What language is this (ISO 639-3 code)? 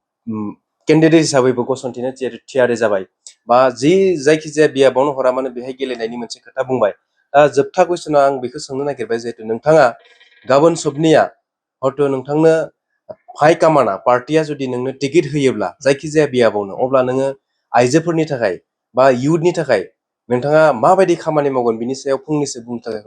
brx